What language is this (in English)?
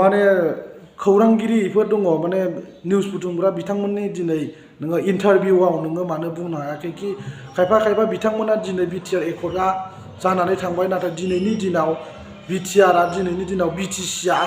Bodo